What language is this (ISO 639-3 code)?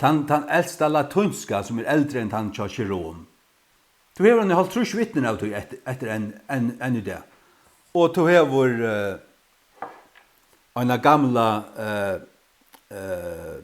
fao